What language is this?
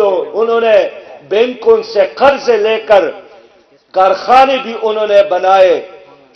Urdu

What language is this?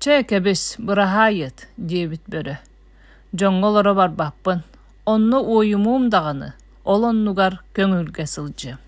Yakut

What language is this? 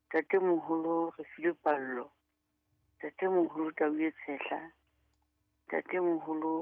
Southern Sotho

